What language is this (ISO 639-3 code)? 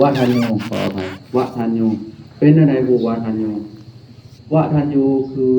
tts